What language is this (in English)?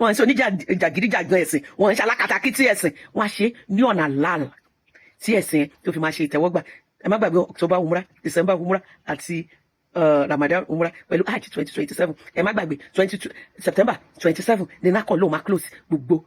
Yoruba